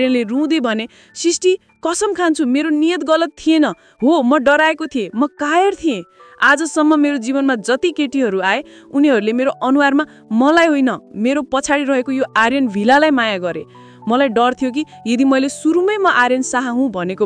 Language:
Nepali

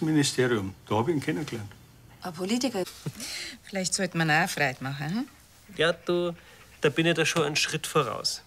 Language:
Bavarian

